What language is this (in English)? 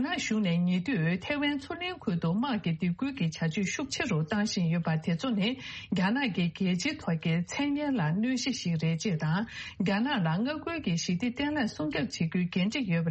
Tibetan